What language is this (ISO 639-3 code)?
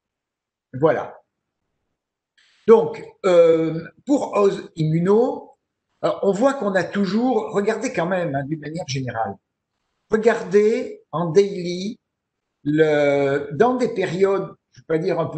fra